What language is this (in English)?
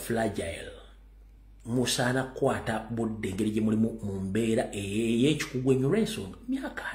Ganda